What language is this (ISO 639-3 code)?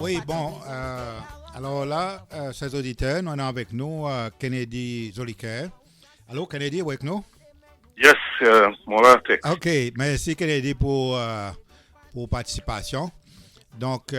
crs